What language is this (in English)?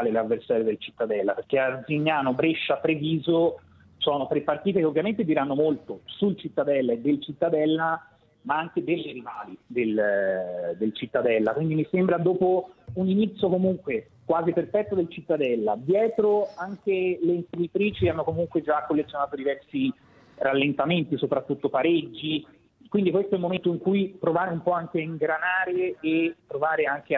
Italian